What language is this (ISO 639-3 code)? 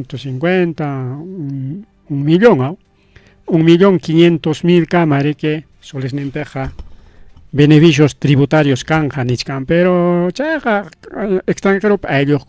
quy